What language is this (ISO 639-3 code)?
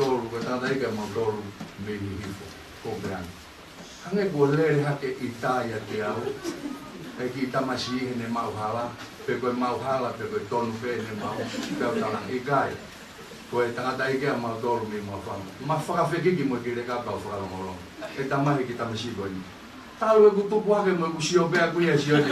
ton